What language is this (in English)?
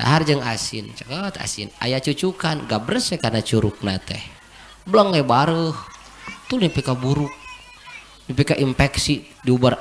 Sundanese